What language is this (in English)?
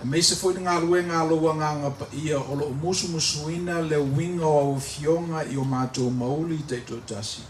Samoan